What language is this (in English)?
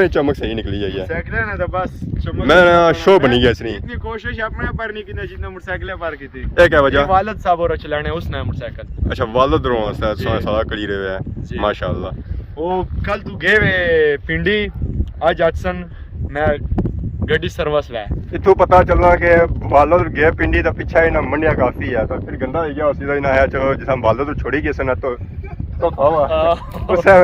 Pahari-Potwari